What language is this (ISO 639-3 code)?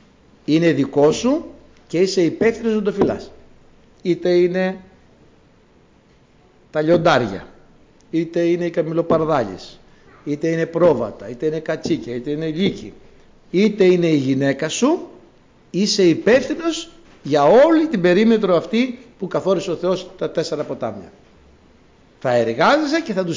ell